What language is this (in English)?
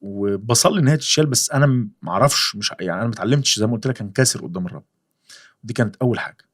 Egyptian Arabic